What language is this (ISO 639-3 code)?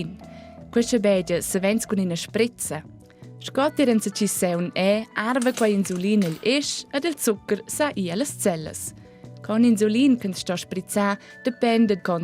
roh